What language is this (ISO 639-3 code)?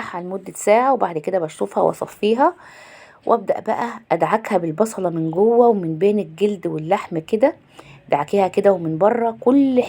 arz